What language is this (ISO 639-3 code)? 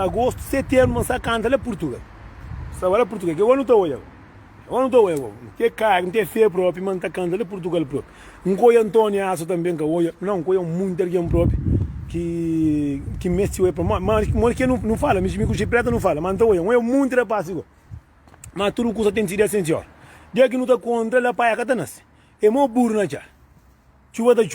kea